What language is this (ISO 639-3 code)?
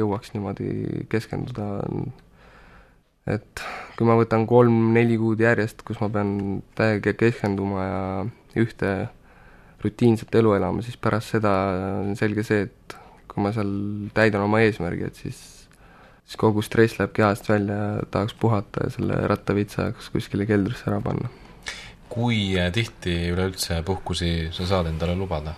est